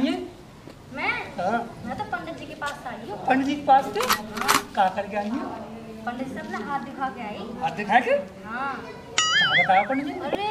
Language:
Hindi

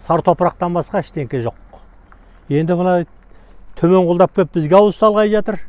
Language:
Kazakh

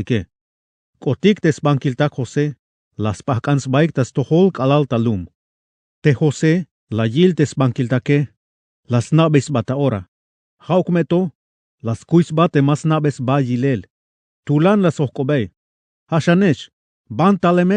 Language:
Tzeltal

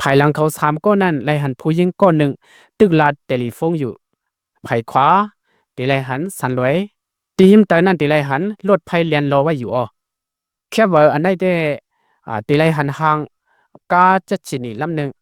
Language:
Shan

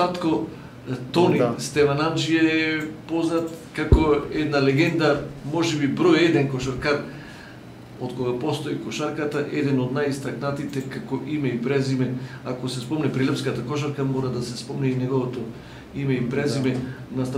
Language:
Macedonian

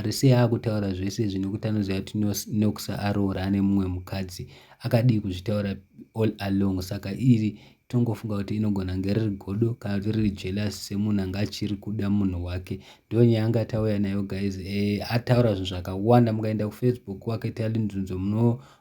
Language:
Shona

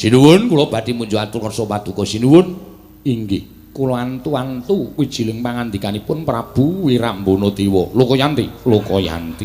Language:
Javanese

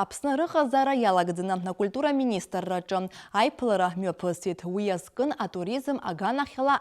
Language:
Abkhazian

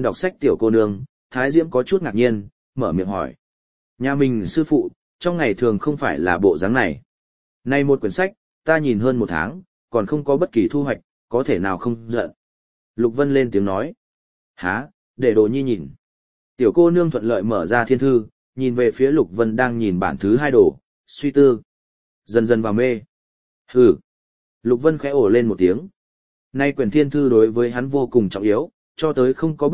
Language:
Vietnamese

